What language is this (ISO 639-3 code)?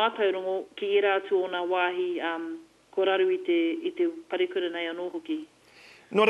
mri